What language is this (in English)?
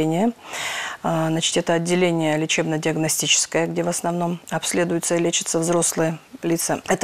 Russian